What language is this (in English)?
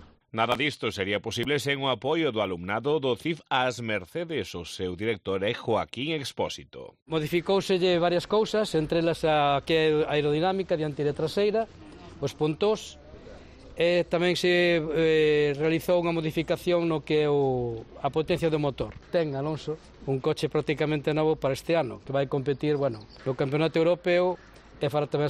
Galician